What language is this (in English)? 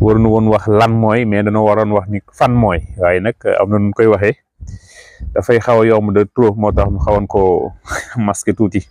Wolof